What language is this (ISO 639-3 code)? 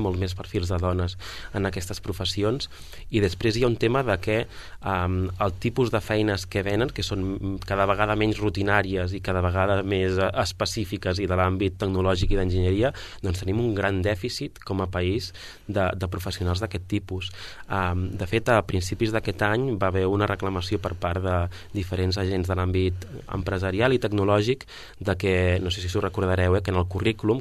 cat